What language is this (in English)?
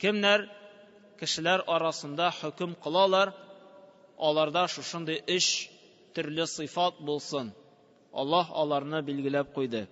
Tatar